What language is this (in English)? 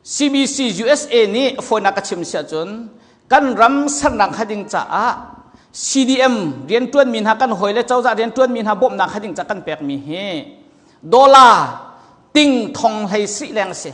Hakha Chin